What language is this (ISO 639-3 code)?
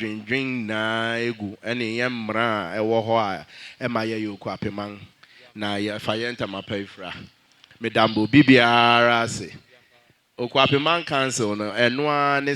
aka